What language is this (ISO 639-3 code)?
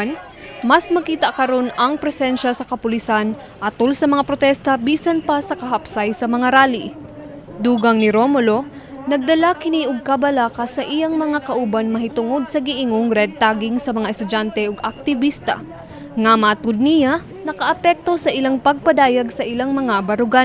ceb